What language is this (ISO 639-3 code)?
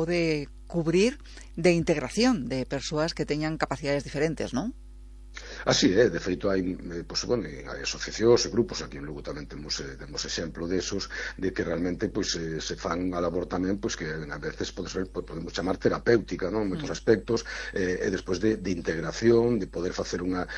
glg